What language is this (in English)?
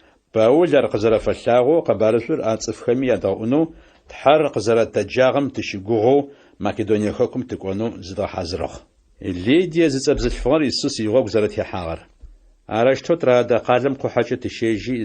Adyghe